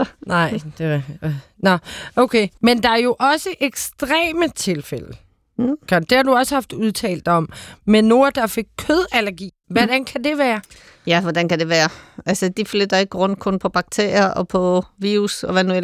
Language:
Danish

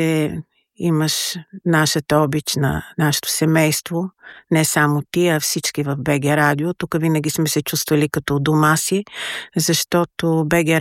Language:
Bulgarian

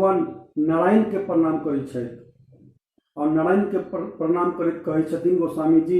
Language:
Maithili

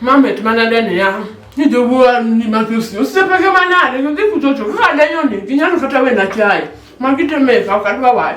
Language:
Luo (Kenya and Tanzania)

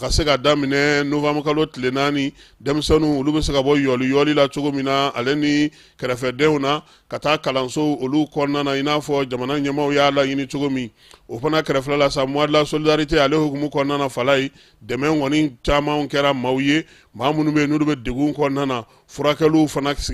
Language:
Bambara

